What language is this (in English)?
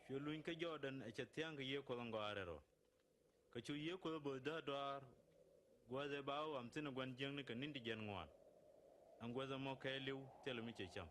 Nuer